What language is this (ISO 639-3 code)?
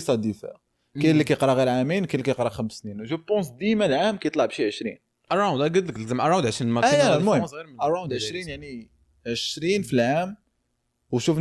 ary